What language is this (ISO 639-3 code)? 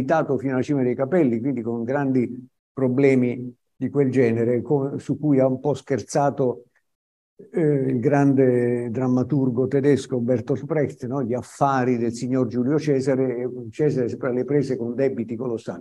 ita